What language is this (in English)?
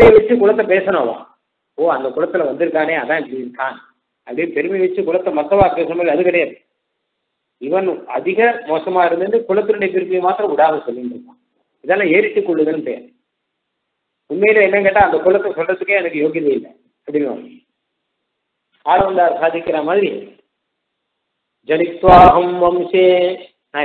Tamil